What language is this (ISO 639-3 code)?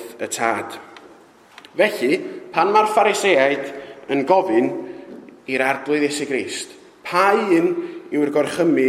cym